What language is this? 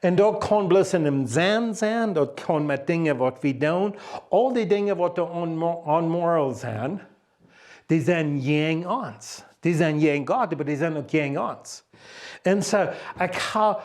Plautdietsch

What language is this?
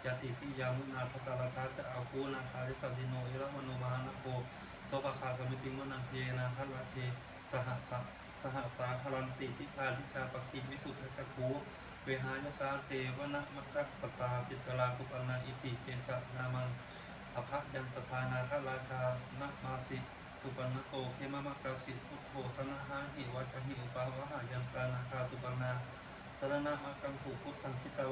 Pali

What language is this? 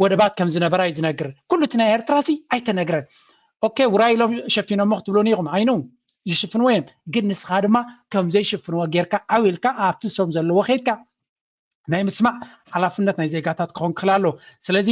Tigrinya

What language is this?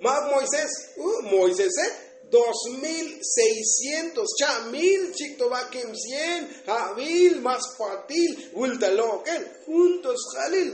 Tzotzil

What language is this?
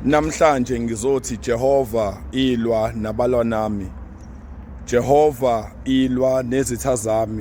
Zulu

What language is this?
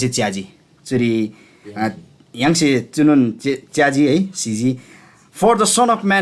Eastern Tamang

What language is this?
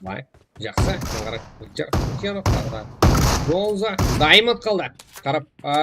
Kara-Kalpak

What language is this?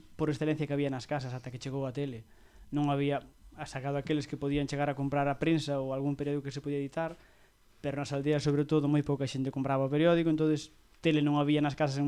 Galician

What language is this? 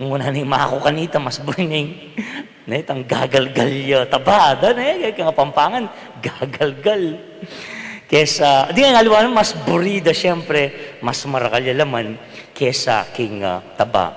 Pampanga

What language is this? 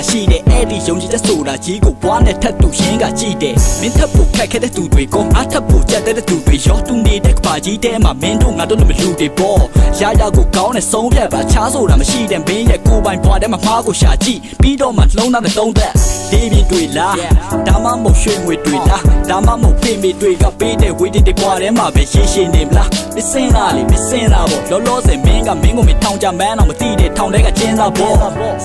Burmese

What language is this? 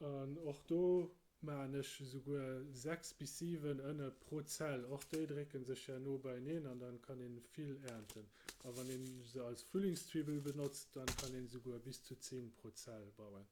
Luxembourgish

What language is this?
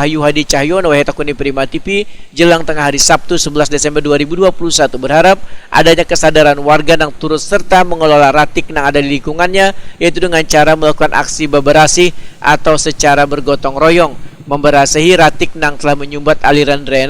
Banjar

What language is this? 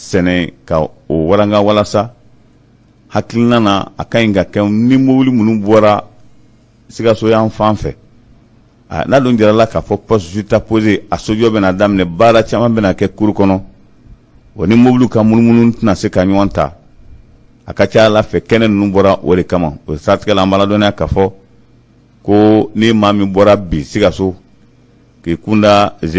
Bambara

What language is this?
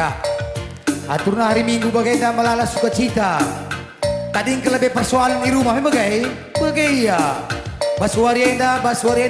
Batak Karo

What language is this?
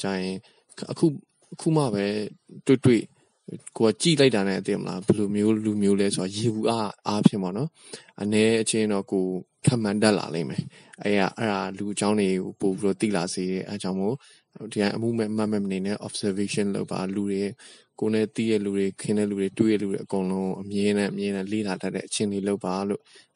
Burmese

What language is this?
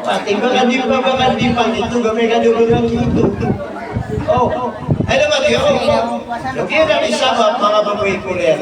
Maranao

